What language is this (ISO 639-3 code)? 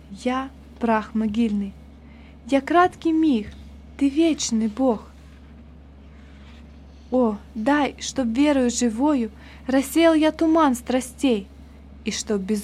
rus